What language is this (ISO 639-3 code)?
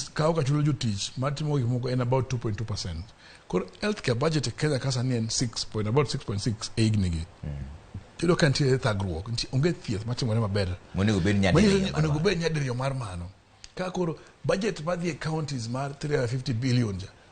luo